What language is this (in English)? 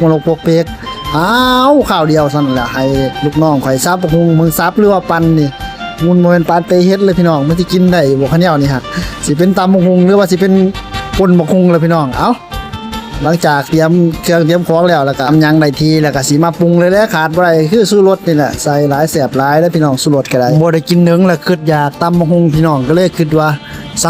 Lao